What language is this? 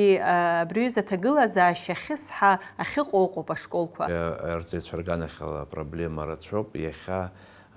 Abkhazian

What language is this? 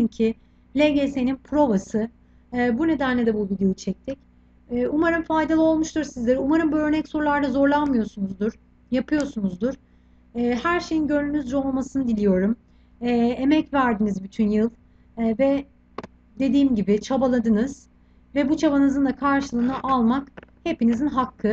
Turkish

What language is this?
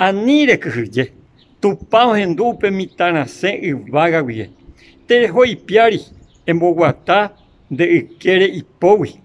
Guarani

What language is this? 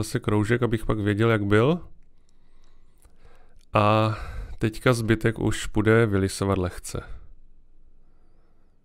Czech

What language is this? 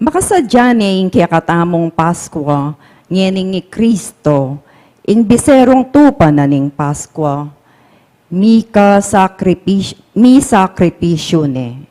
Pampanga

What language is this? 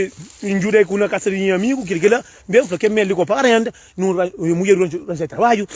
Kabuverdianu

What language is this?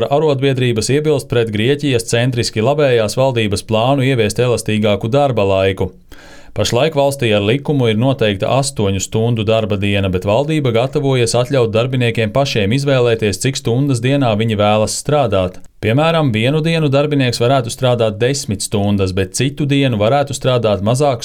Latvian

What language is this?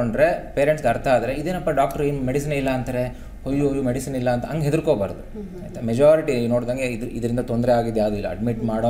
Kannada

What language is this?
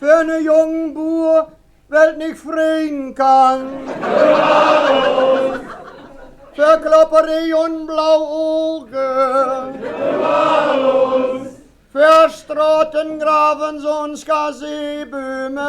Westphalien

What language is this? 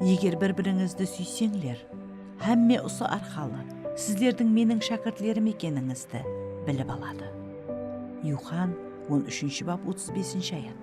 Kara-Kalpak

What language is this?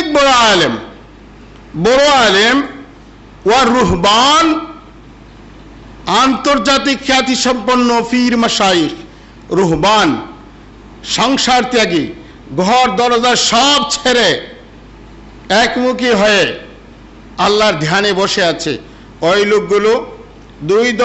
Bangla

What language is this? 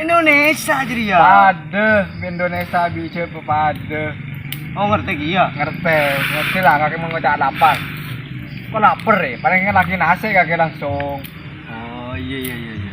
Madurese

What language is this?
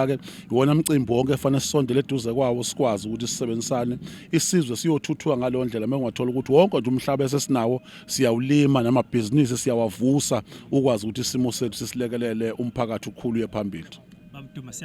Zulu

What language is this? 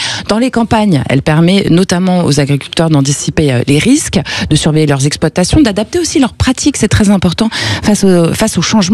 French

